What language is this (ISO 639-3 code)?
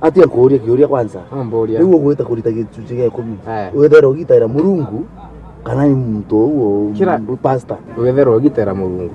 mer